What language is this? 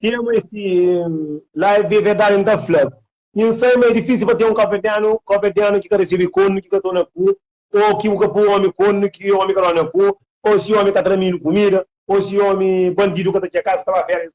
Kabuverdianu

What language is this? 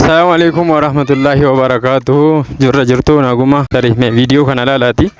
Oromo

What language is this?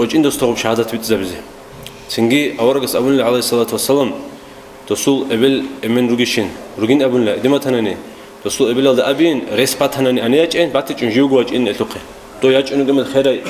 Avaric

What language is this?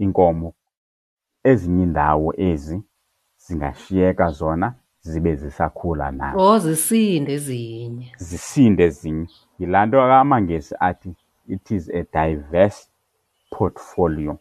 Xhosa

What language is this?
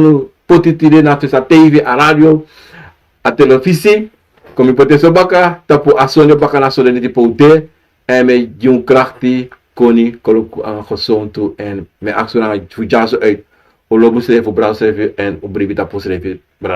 Sranan Tongo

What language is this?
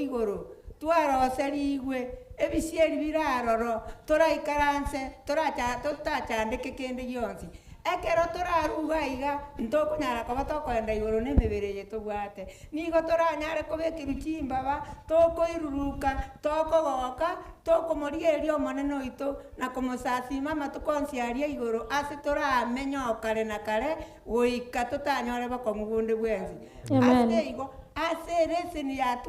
Gusii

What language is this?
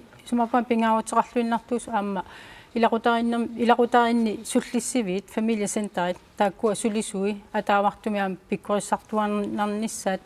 Kalaallisut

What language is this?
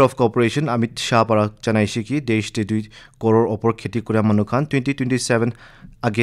Naga Pidgin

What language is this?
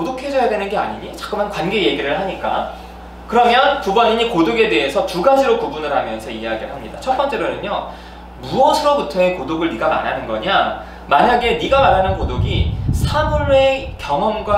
Korean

